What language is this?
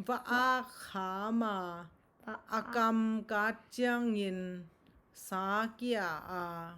Tedim Chin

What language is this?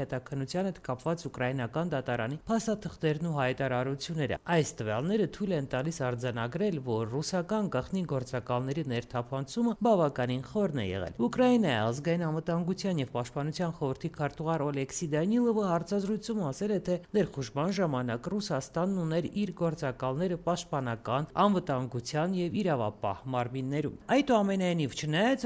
Armenian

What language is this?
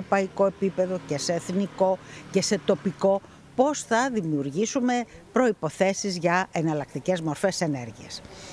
Greek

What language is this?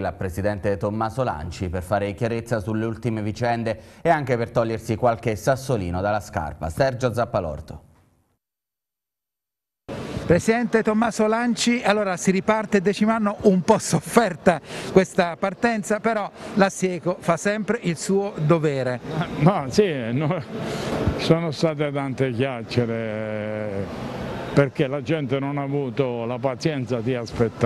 Italian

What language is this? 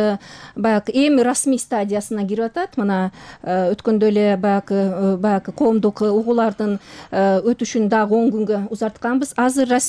Kyrgyz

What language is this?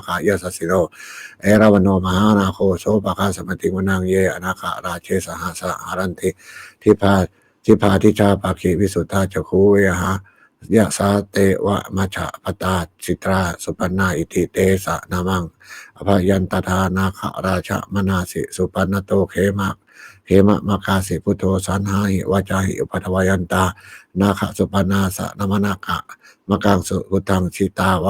Pali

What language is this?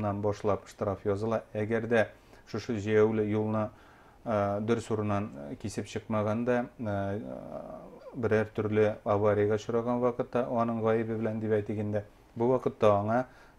Bashkir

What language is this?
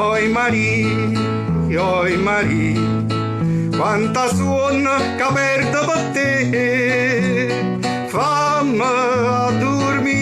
Neapolitan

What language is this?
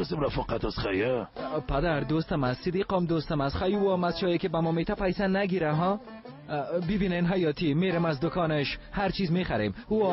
Persian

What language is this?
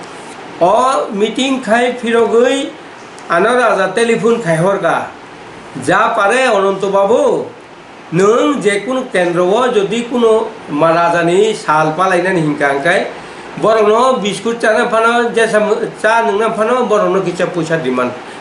Kok Borok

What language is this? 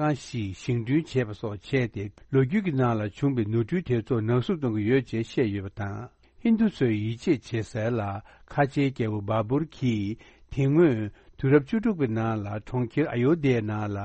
Tibetan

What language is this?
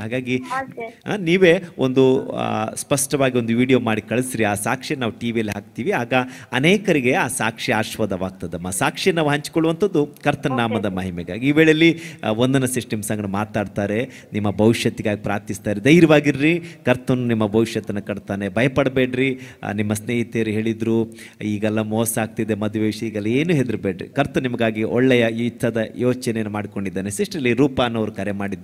Kannada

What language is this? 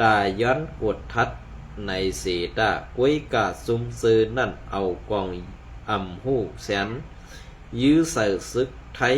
Shan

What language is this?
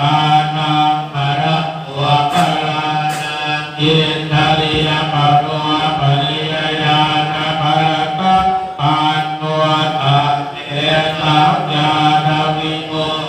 Pali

